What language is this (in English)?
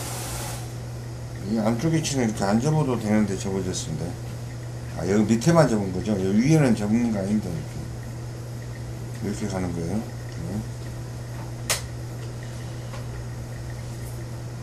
Korean